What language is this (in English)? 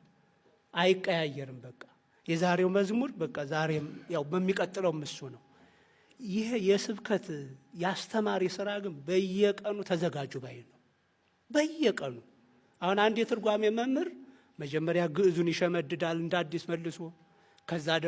Amharic